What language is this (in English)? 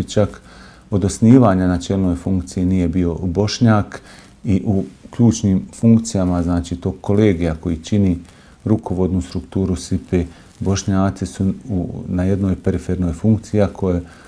Bosnian